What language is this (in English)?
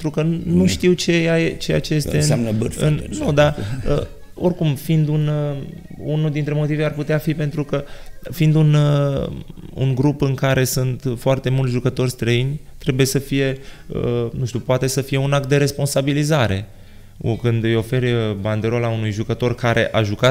Romanian